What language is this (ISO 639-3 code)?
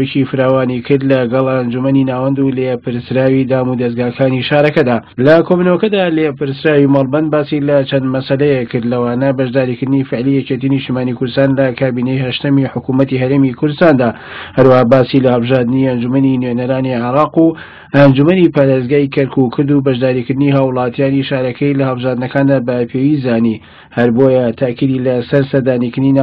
ckb